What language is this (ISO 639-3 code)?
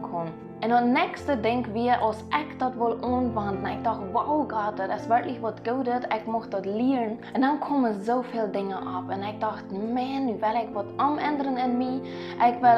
pdt